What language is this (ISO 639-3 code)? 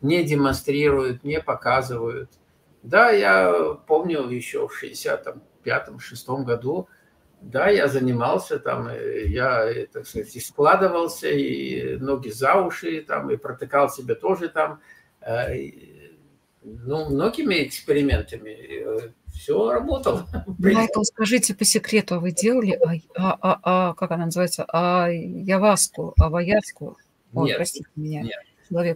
rus